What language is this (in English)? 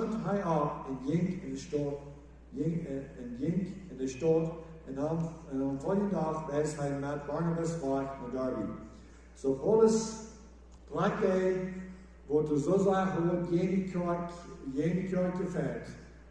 Plautdietsch